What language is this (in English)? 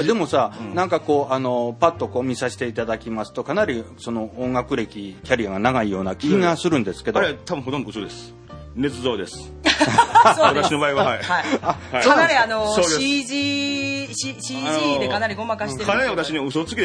Japanese